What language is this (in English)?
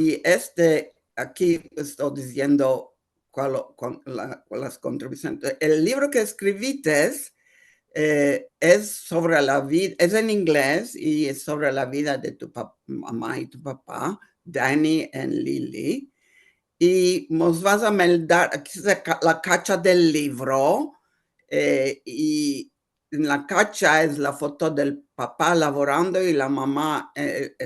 Ladino